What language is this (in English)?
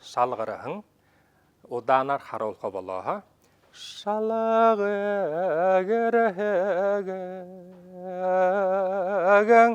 Buriat